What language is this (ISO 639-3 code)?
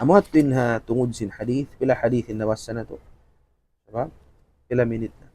tsg